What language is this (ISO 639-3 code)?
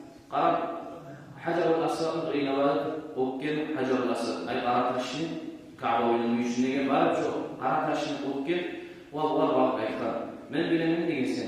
kum